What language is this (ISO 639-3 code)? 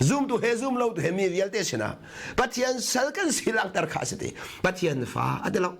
cnh